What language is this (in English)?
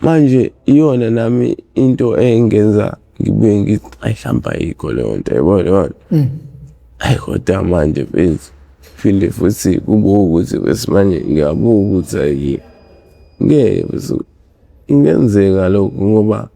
Zulu